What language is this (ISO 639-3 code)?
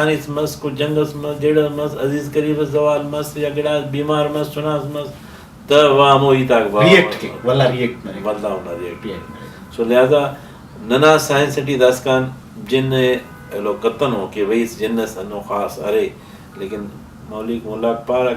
brh